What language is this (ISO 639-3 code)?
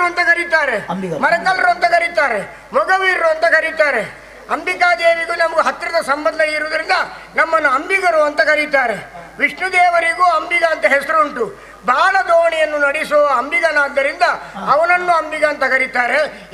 kan